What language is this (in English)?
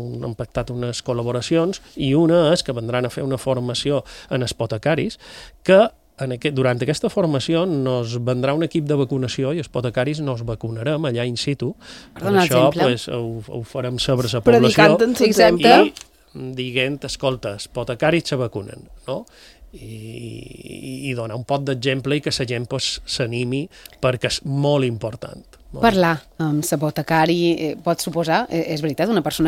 Catalan